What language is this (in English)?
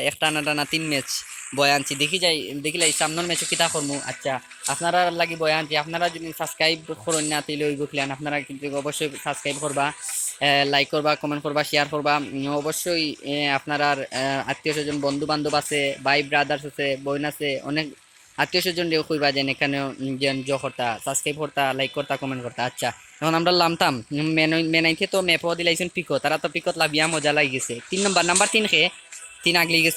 Sylheti